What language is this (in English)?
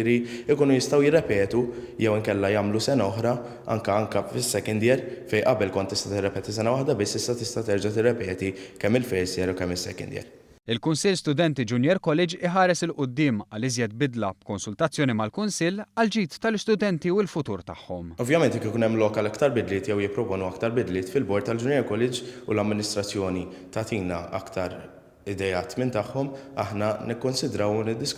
Maltese